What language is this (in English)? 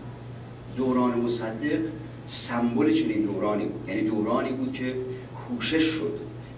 Persian